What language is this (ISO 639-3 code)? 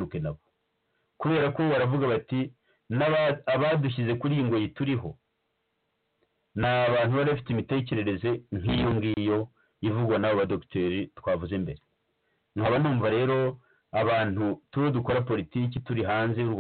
kin